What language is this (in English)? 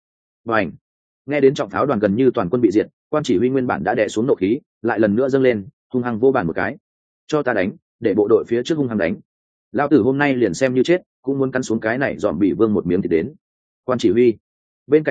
Vietnamese